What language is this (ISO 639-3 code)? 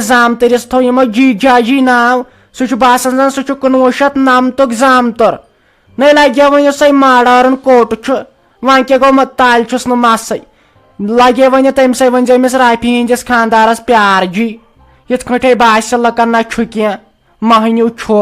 kas